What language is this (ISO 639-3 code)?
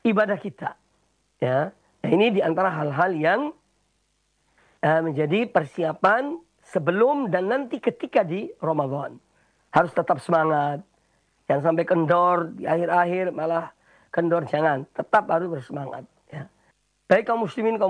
ind